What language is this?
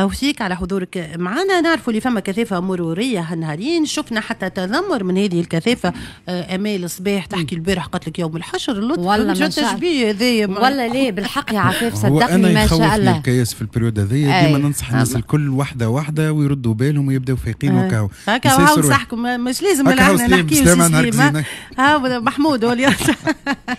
Tunisian Arabic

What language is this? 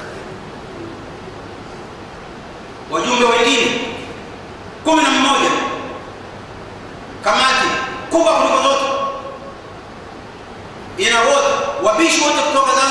Swahili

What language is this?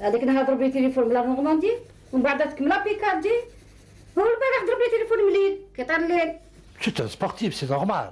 Algerian Arabic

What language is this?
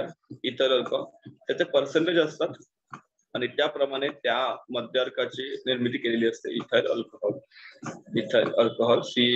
Marathi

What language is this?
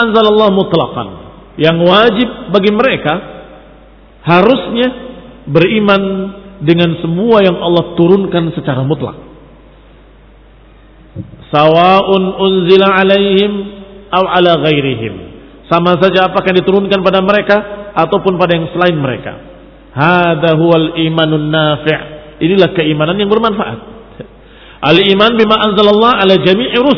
Indonesian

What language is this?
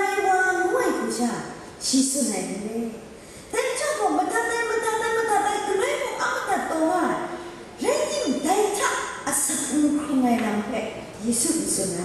Kachin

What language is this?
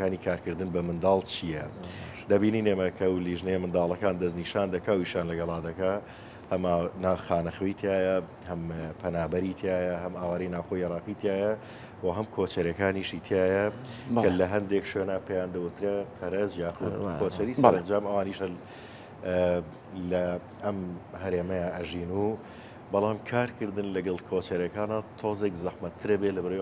Central Kurdish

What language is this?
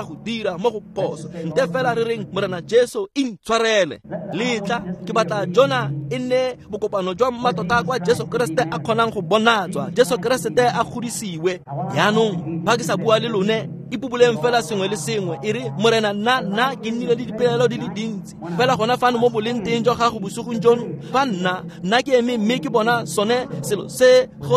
Tswana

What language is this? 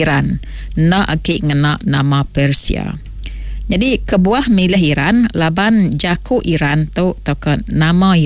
Iban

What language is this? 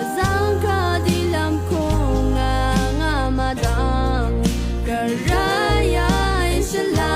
Rawang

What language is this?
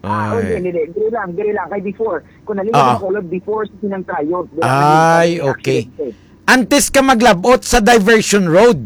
Hiligaynon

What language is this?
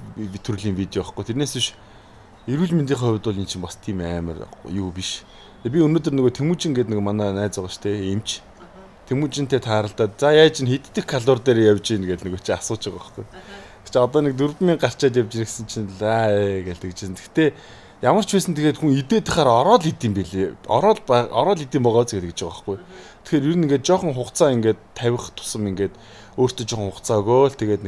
Mongolian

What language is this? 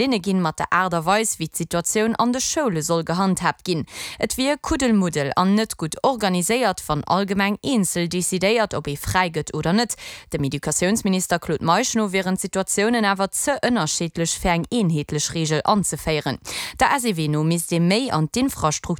Luxembourgish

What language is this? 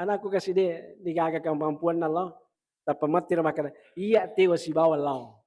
Buginese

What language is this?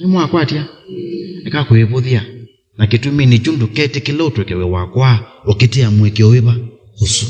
Kamba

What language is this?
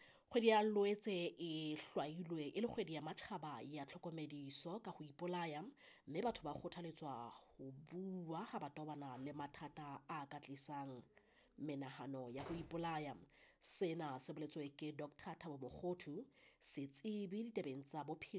Southern Sotho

